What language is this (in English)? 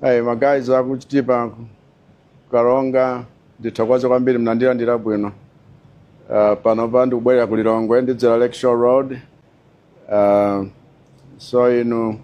Nyanja